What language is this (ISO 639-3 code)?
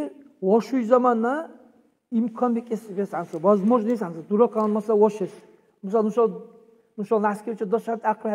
dar